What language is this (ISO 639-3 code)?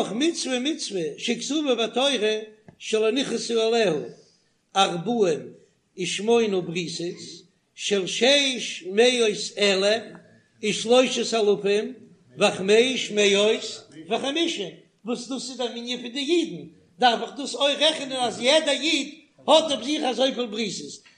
yid